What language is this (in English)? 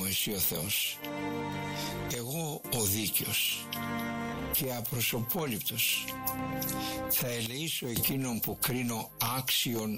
Greek